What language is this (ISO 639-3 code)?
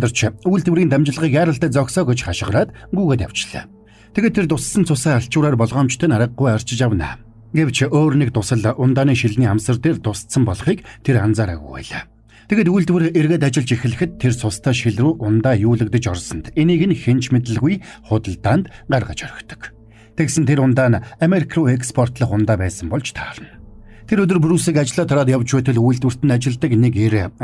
mon